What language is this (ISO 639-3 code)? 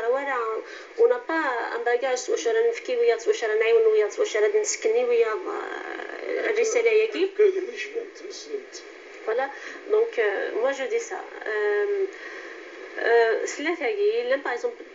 kab